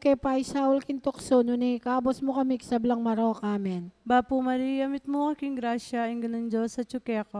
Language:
Pampanga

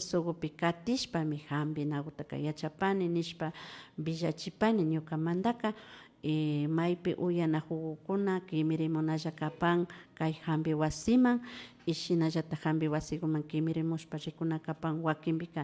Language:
Imbabura Highland Quichua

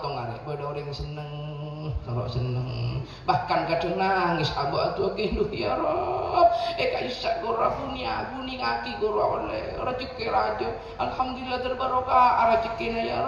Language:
Madurese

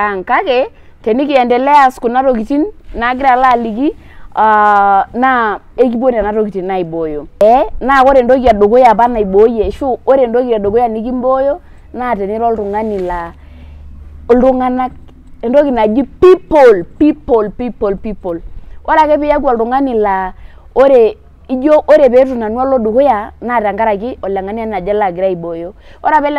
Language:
Masai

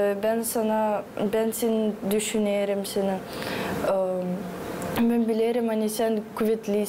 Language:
Gagauz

